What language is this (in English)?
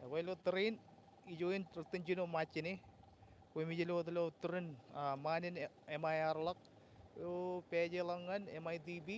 Marshallese